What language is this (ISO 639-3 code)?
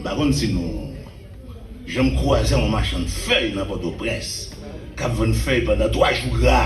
hat